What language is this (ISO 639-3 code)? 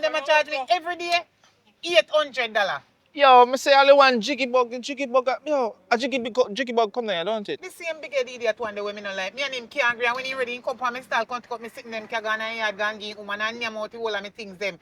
jam